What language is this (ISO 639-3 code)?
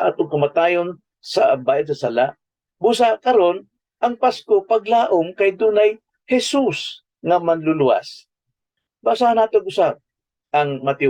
ceb